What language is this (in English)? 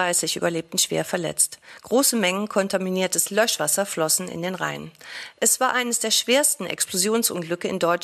German